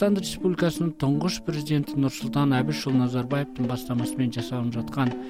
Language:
Kazakh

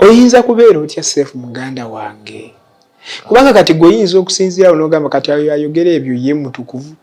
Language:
Ganda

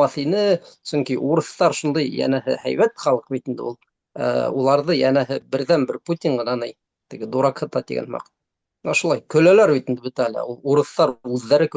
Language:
Bashkir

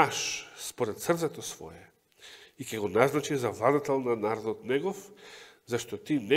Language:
Macedonian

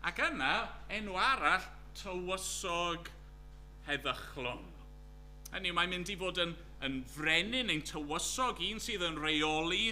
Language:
Welsh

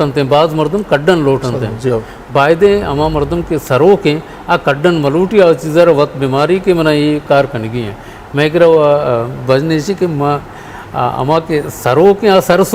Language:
Eastern Balochi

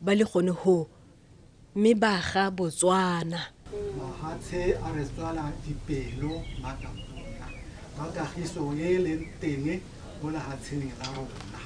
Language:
Tswana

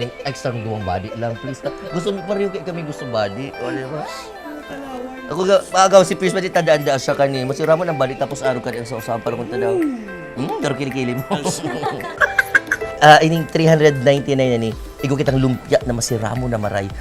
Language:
Bikol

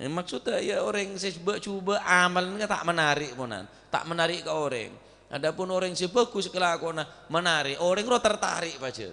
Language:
Madurese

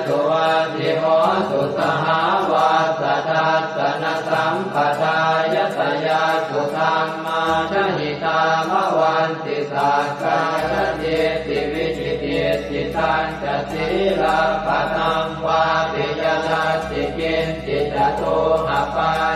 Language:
Pali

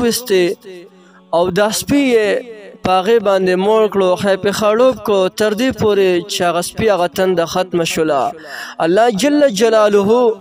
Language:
Pashto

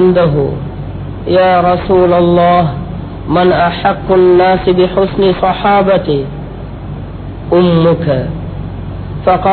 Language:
Tamil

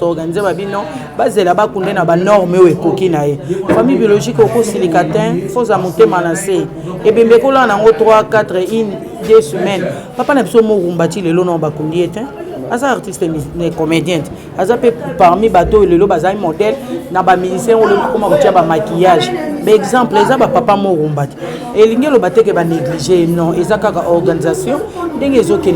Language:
Lingala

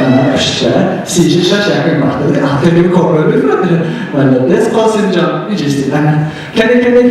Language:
Tajik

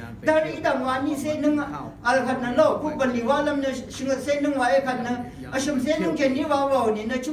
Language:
Rawang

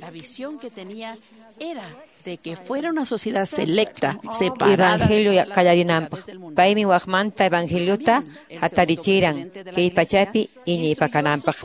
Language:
Quechua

